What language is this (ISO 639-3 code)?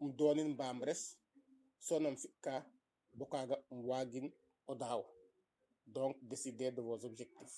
srr